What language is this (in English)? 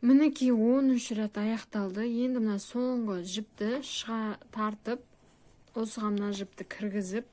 Kazakh